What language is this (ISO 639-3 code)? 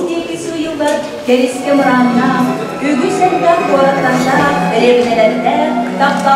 sah